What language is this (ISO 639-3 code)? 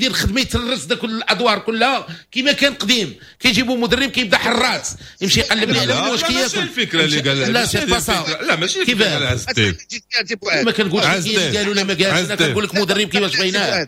ary